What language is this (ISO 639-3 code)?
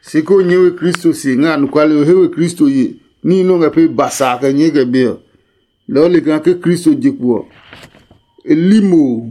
ada